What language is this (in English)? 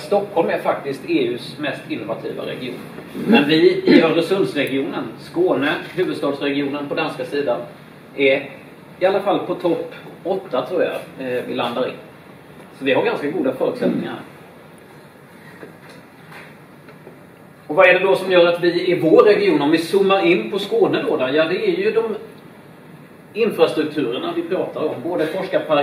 Swedish